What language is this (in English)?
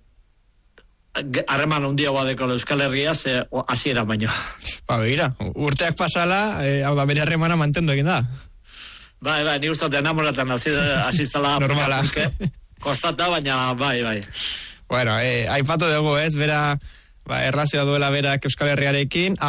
Basque